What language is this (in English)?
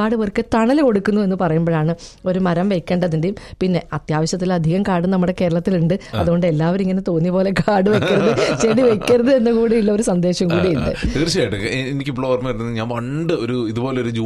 Malayalam